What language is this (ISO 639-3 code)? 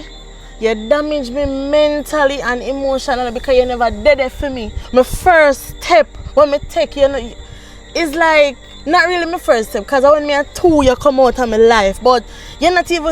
jam